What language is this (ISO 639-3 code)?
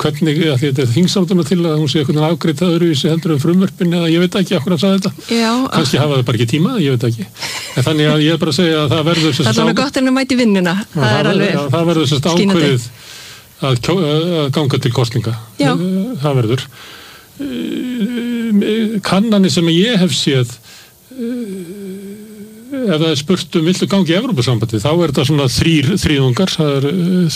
isl